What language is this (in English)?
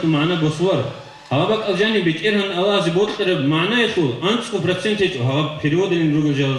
Avaric